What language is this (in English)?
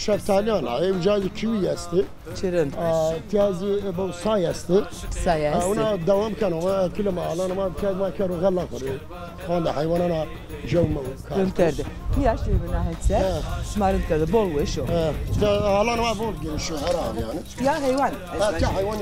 Zaza